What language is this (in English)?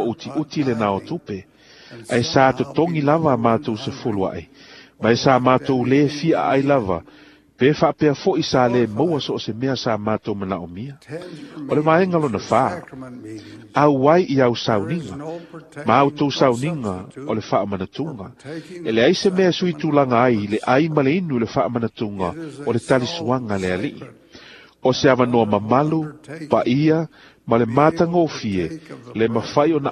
Samoan